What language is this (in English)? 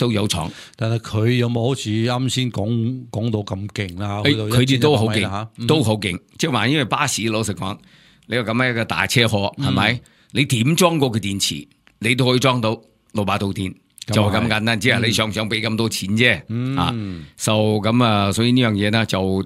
Cantonese